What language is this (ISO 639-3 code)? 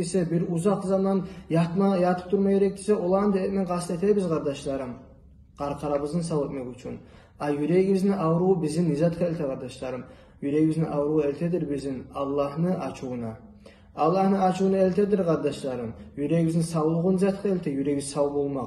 kum